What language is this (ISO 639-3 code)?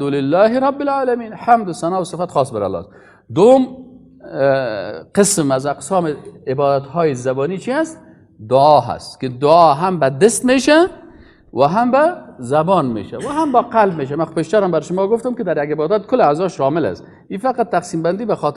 fas